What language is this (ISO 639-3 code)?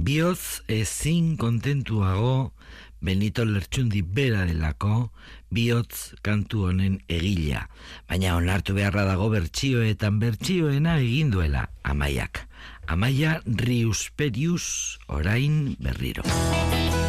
eus